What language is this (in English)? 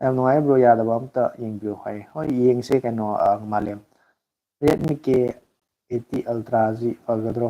Manipuri